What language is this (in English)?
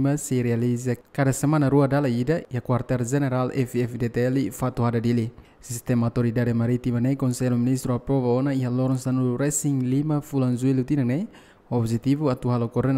Tetum